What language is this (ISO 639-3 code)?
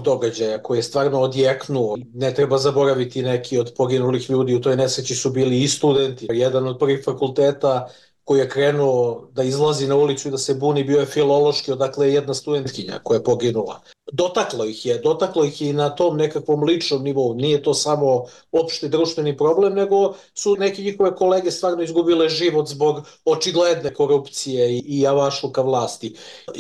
srp